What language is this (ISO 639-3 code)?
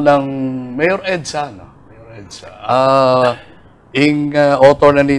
pam